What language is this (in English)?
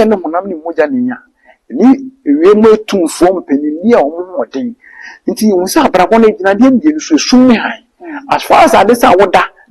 Akan